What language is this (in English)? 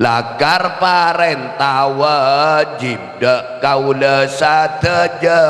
Madurese